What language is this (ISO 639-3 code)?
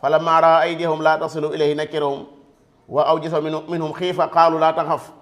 wol